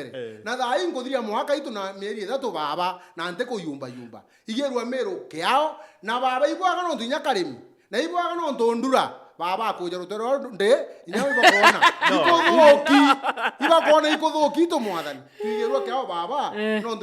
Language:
Meru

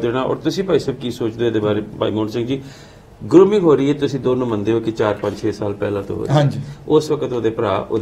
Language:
Punjabi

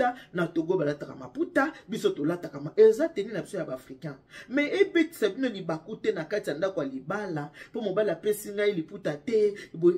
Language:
Lingala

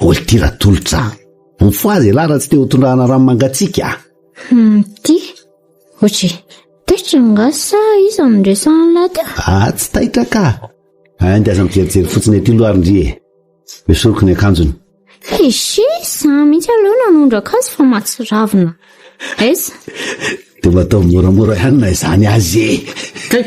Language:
Malagasy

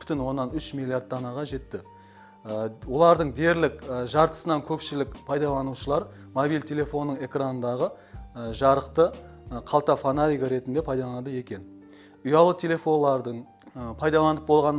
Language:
Kara-Kalpak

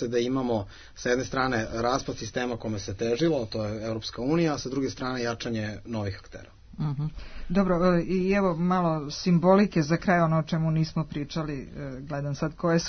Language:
Serbian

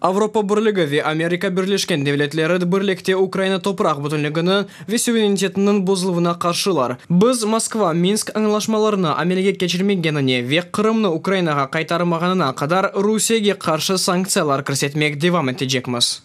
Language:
Crimean Tatar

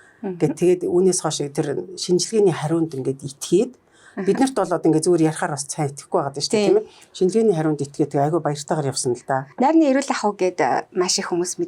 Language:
Mongolian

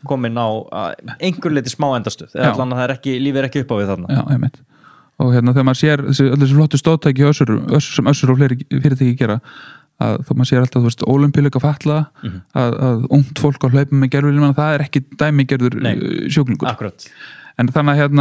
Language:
Icelandic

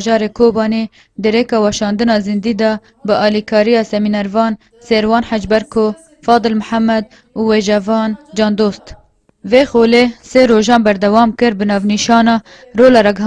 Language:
Kurdish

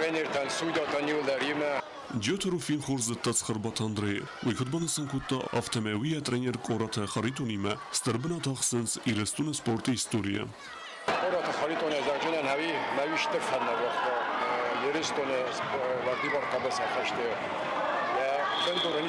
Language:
Ossetic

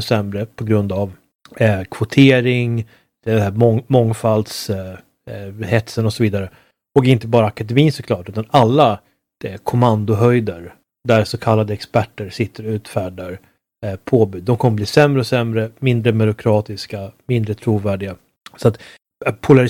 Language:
Swedish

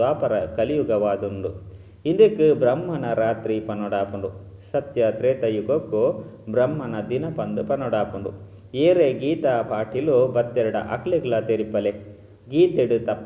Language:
Tulu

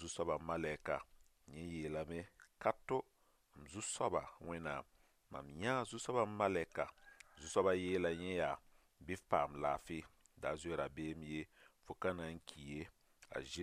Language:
Mossi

